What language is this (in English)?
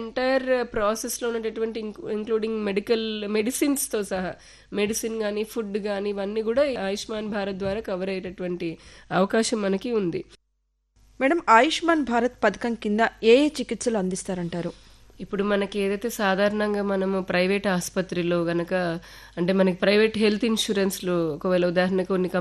Telugu